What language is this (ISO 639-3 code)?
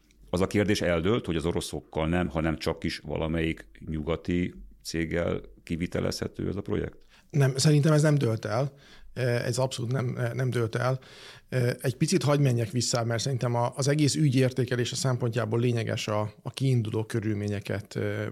hun